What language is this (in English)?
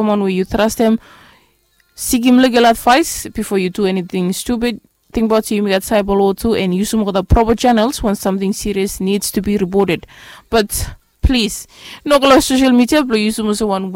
Bislama